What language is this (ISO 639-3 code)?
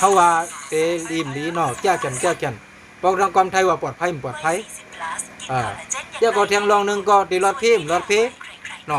shn